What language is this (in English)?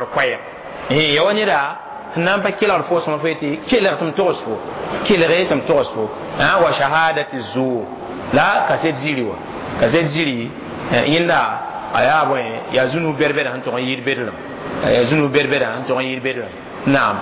Mossi